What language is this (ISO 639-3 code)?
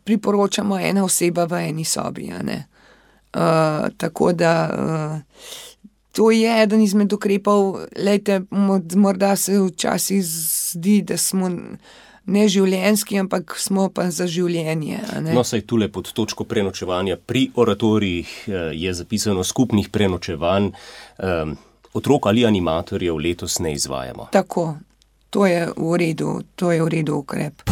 slv